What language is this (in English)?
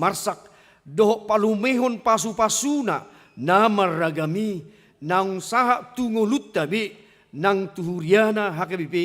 Batak Toba